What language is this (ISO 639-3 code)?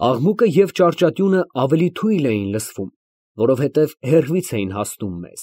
hye